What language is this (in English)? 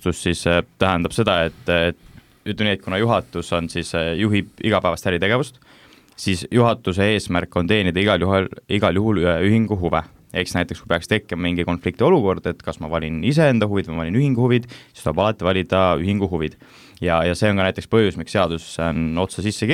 Estonian